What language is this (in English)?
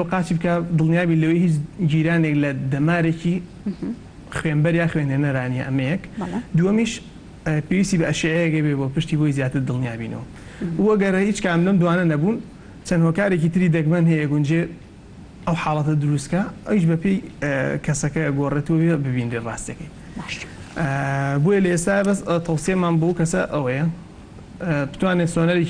Central Kurdish